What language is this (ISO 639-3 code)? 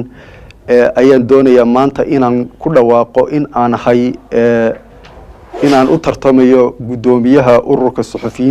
som